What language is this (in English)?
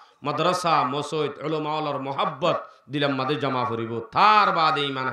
Rohingya